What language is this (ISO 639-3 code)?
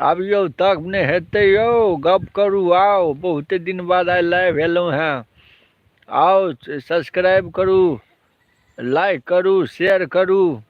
mai